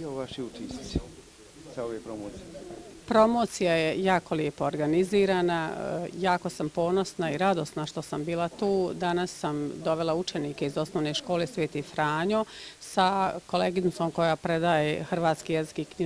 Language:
Bosnian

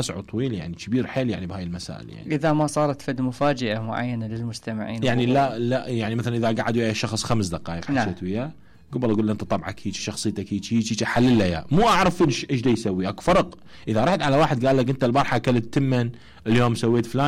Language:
Mesopotamian Arabic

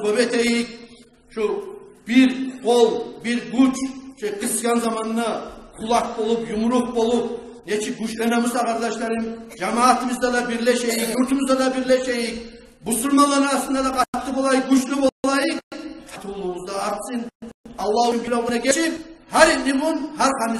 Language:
Kumyk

